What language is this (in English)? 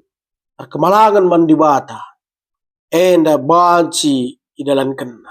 Batak Karo